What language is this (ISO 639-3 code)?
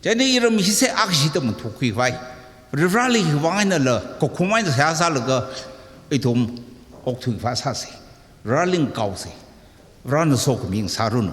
nmf